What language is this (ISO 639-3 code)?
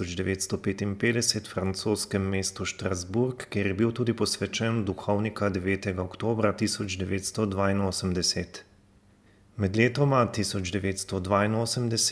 slv